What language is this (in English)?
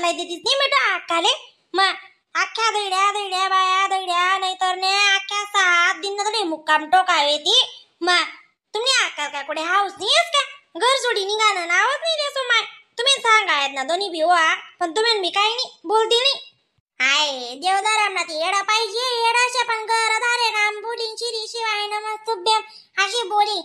Khandesi